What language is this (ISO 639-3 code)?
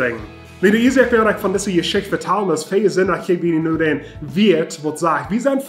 pdt